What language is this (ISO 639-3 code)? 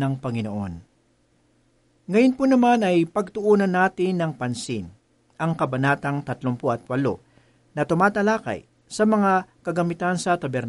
fil